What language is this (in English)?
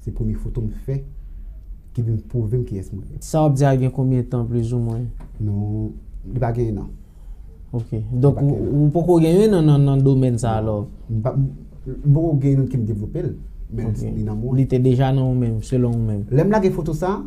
Haitian Creole